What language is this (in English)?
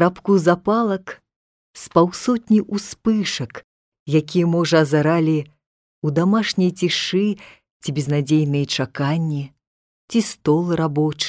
Belarusian